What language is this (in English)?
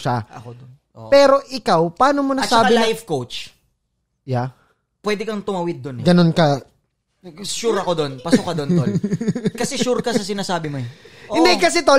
Filipino